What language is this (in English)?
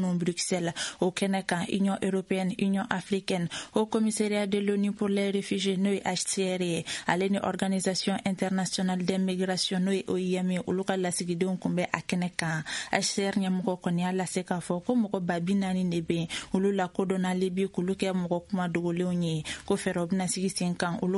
Bambara